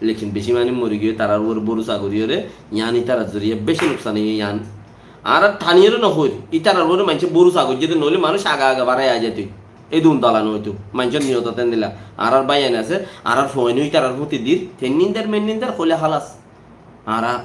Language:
Rohingya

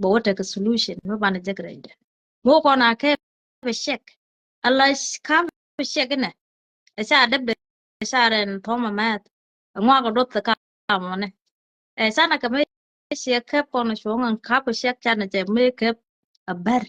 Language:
Nuer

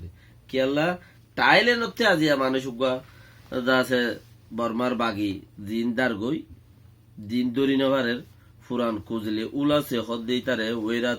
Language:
Rohingya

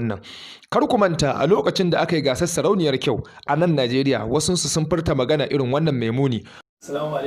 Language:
Hausa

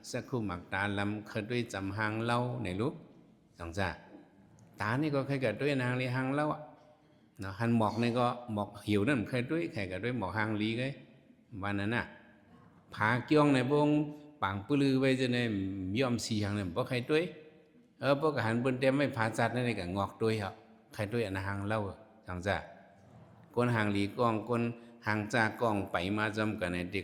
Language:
Shan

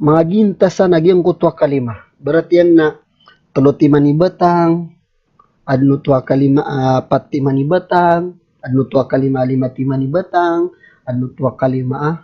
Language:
Maranao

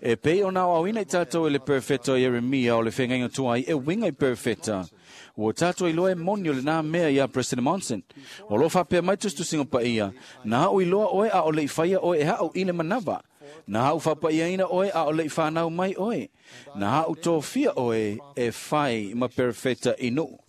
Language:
Samoan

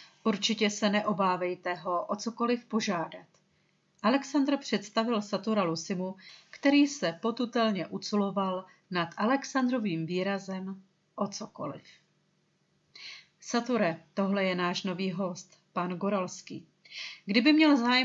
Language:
Czech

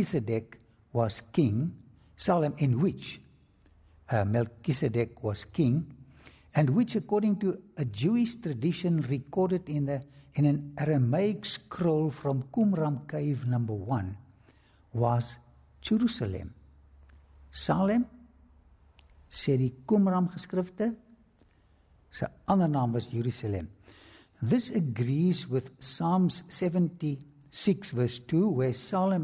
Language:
Afrikaans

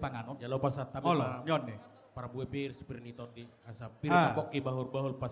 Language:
Batak Toba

